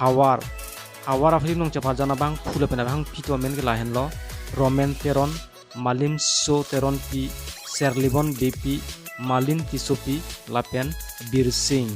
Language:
Karbi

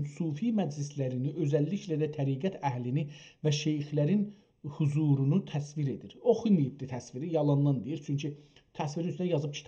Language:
South Azerbaijani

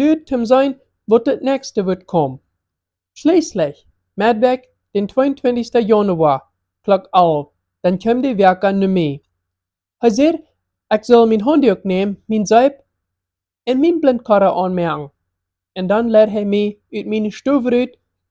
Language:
Plautdietsch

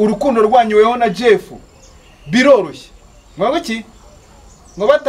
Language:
Kinyarwanda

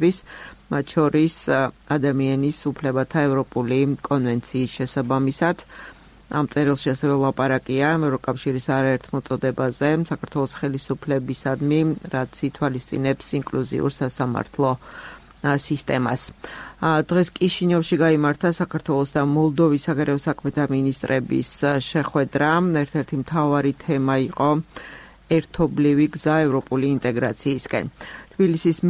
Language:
Georgian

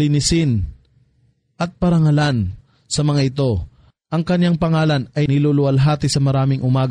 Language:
Filipino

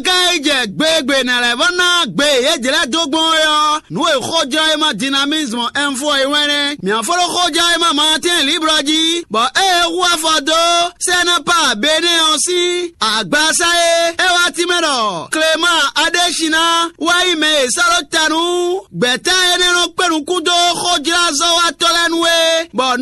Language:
Fon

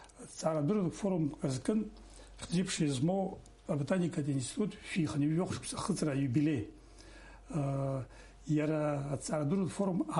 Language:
Abkhazian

